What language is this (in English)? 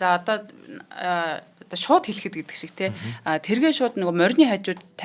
Mongolian